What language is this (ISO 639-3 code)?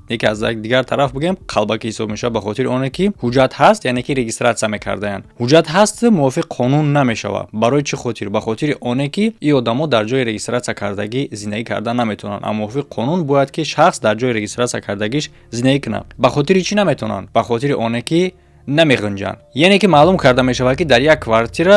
tgk